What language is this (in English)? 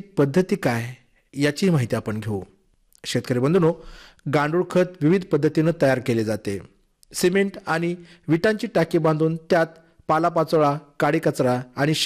Marathi